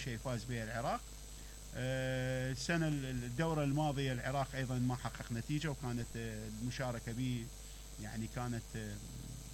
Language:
Mesopotamian Arabic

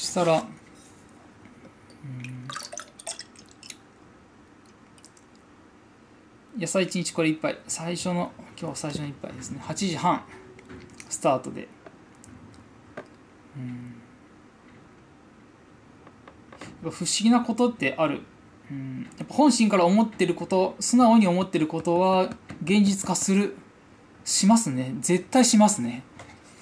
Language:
Japanese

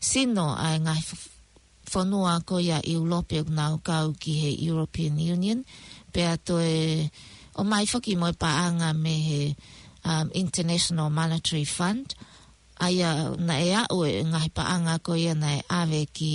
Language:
Tongan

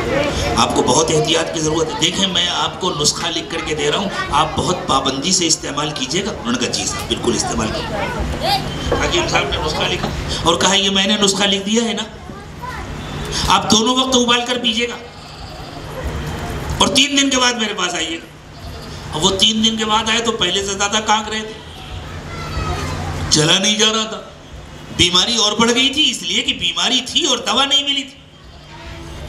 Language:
Urdu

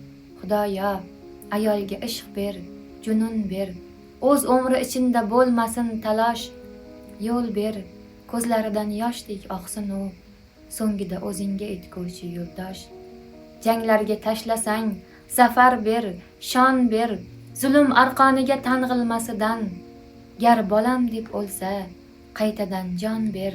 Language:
Uzbek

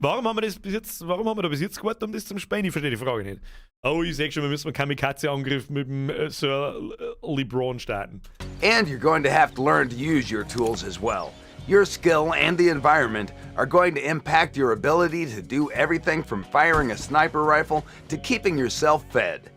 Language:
Bavarian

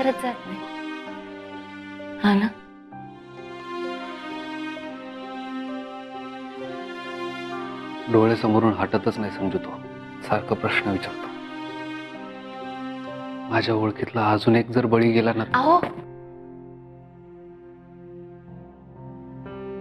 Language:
Marathi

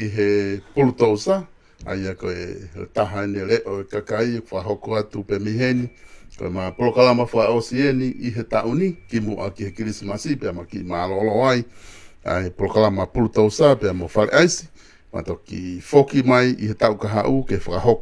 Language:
Tongan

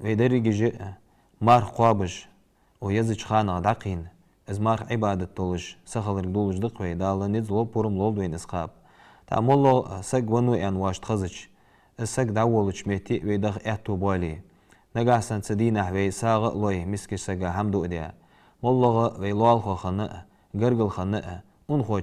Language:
Ingush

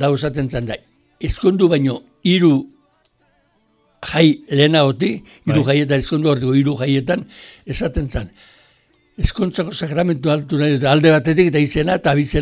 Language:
Basque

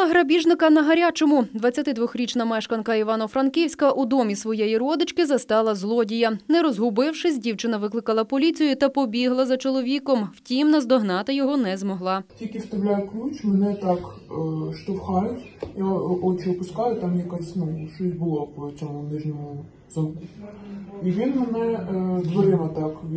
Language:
Ukrainian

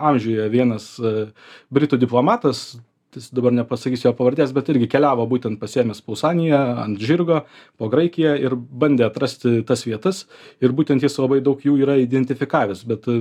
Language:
Lithuanian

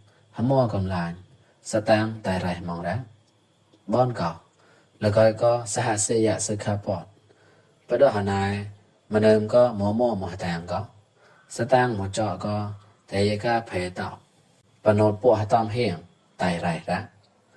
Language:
Mon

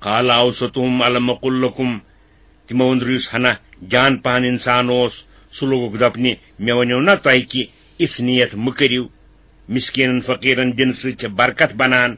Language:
Kashmiri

